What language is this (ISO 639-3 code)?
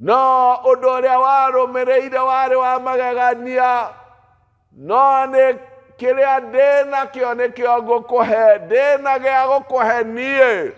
kik